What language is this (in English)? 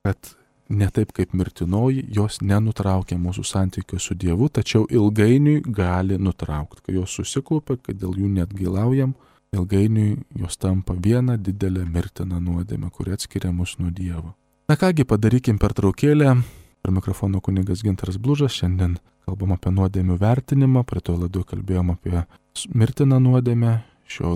Lithuanian